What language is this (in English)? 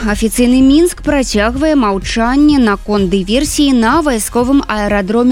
Belarusian